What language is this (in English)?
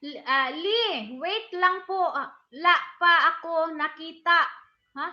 Cebuano